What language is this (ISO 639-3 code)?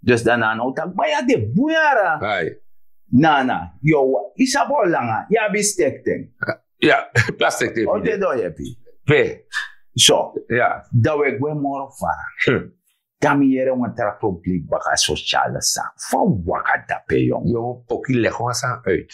srn